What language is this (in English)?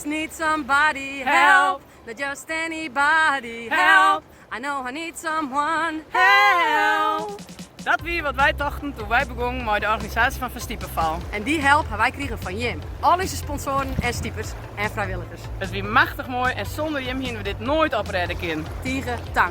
Western Frisian